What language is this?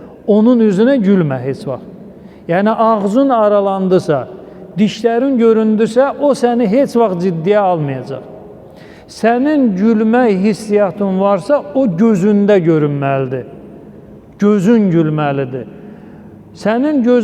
Azerbaijani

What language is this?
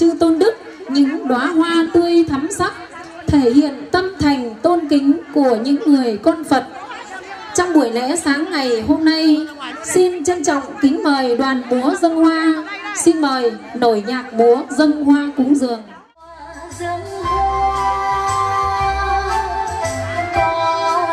Vietnamese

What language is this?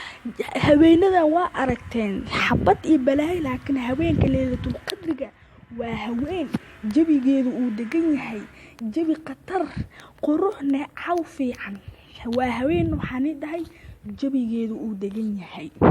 Somali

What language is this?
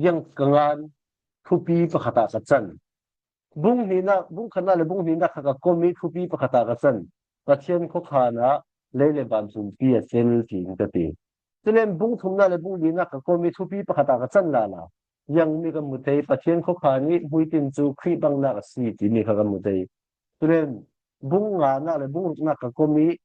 Falam Chin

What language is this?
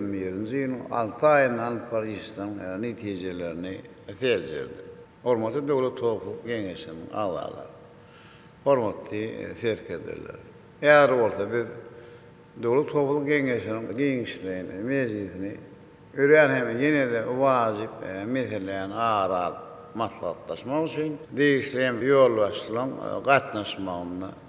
Turkmen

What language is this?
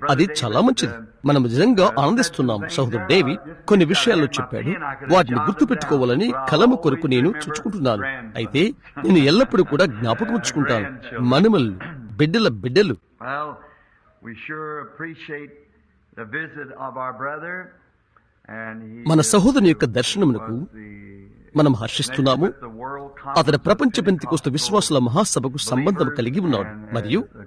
Telugu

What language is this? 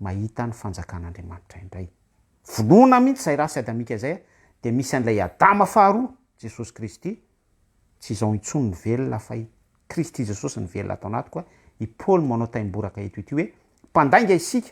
Malagasy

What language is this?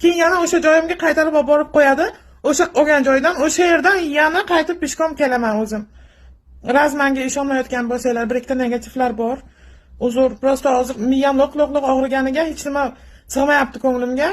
Uzbek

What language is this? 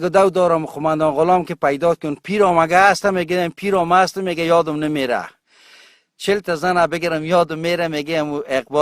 Tajik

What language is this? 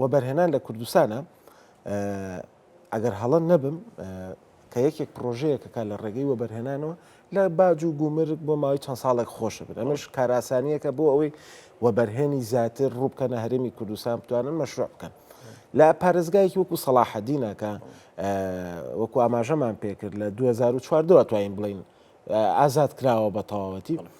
Central Kurdish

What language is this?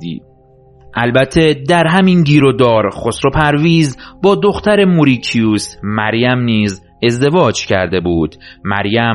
Persian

